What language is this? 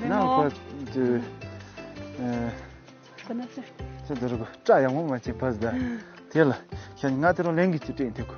Tibetan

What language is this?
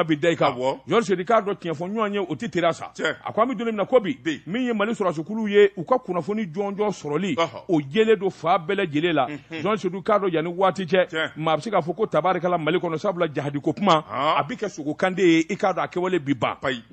Bambara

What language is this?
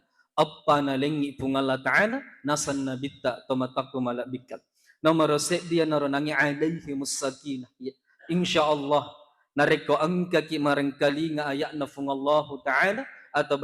Buginese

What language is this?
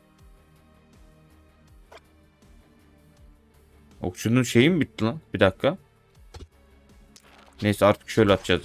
Turkish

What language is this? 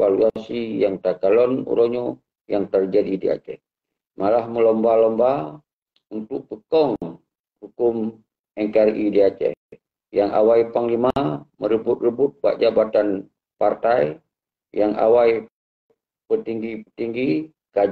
Achinese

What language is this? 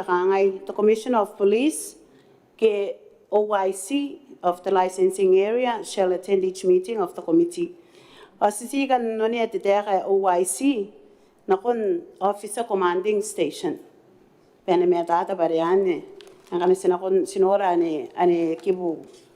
Gilbertese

